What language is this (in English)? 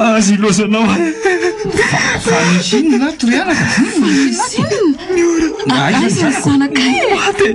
Malagasy